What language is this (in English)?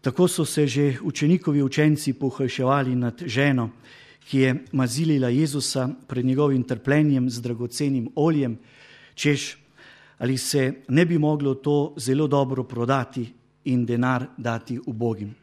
Slovenian